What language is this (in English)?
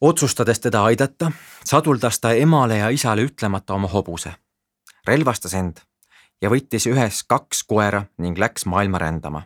Estonian